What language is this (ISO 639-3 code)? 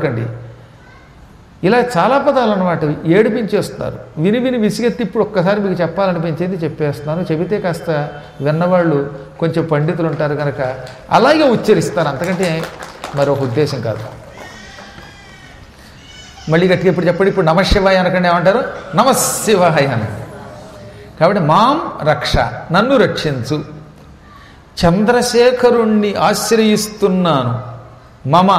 tel